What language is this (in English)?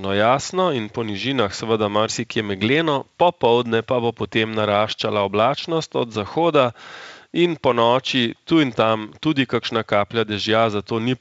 Slovenian